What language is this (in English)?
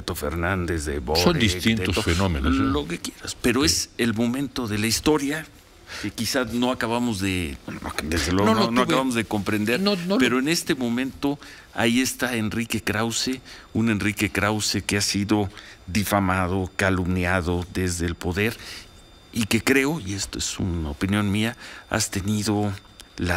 Spanish